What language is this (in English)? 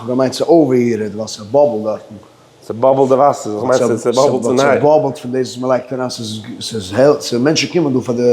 Yiddish